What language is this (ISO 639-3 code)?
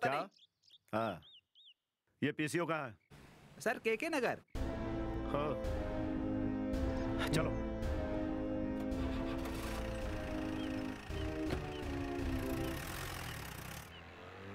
hin